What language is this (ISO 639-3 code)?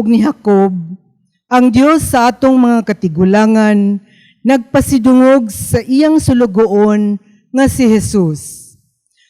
ceb